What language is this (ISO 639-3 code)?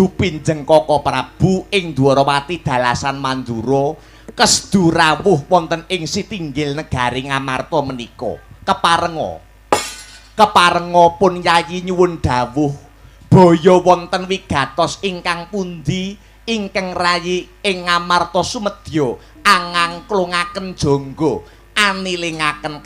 jav